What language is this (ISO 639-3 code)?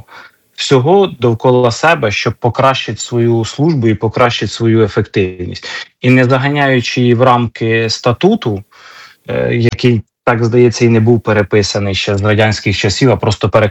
ukr